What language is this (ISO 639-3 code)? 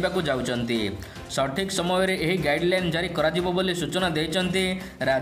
ori